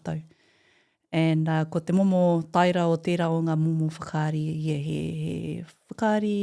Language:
Māori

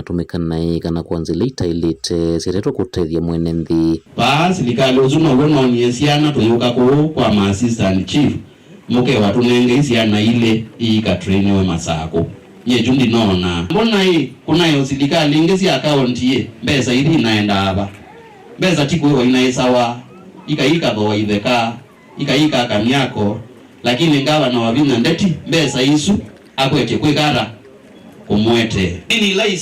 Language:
Kamba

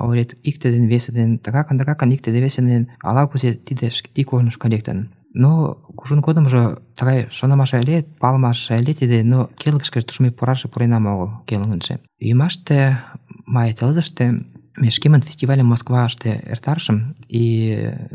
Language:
Mari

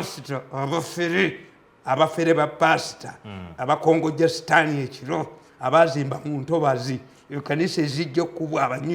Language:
Ganda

